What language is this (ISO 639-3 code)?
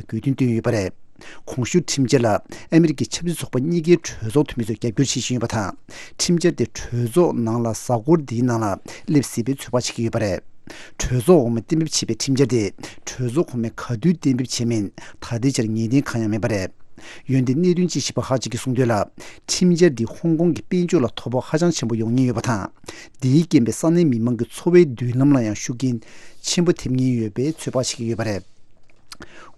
bod